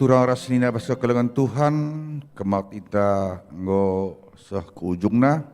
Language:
Batak Karo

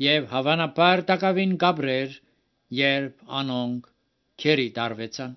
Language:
Armenian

